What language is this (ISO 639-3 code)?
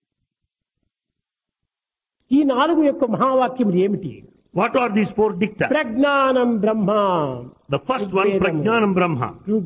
tel